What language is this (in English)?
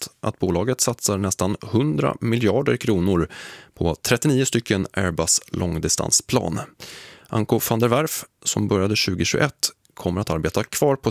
Swedish